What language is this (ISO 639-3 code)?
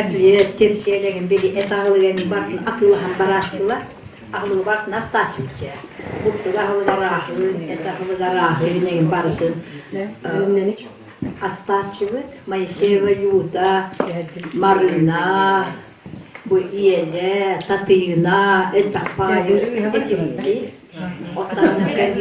sah